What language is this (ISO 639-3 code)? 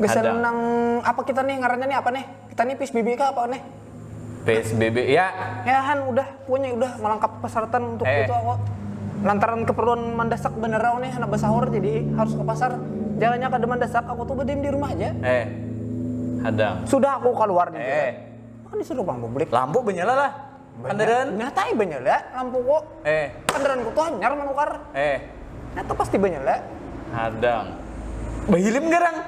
bjn